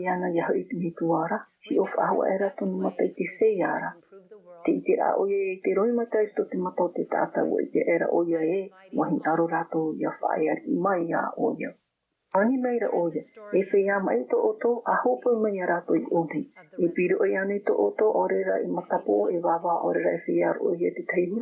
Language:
Tahitian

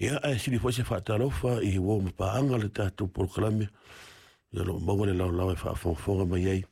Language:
Samoan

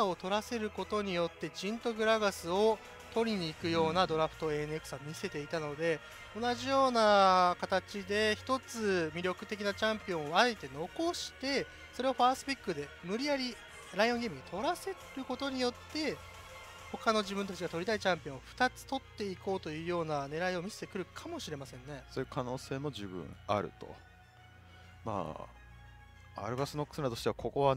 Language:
Japanese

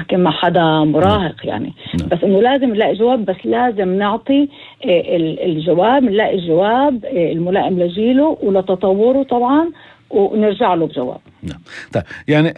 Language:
North Levantine Arabic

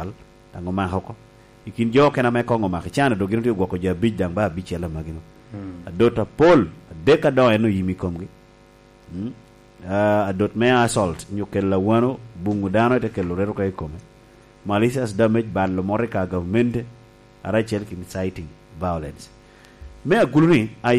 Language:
Lango (Uganda)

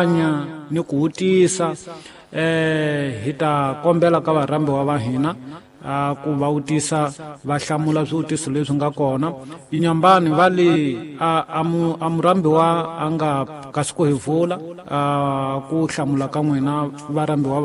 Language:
Tsonga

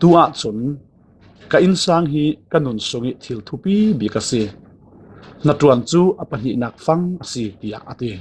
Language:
Falam Chin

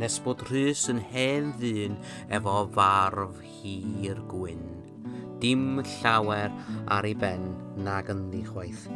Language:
Welsh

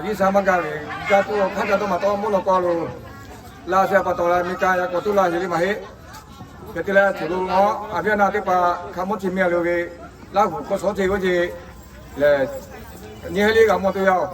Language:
Lahu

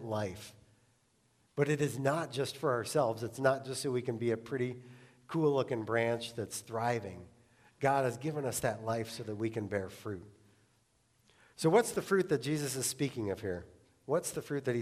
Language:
English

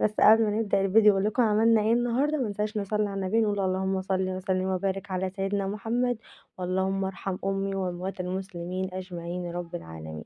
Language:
Egyptian Arabic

